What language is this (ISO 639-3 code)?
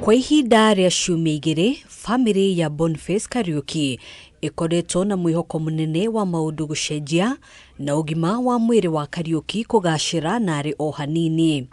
kik